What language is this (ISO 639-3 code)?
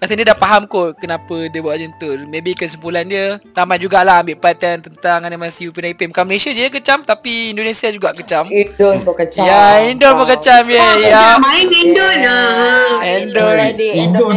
msa